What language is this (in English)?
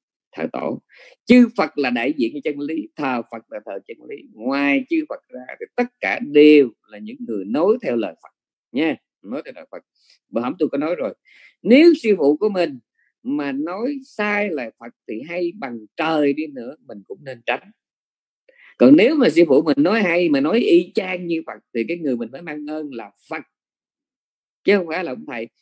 Vietnamese